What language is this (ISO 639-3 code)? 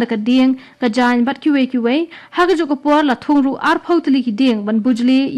kha